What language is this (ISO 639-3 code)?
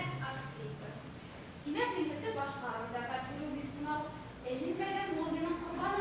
bak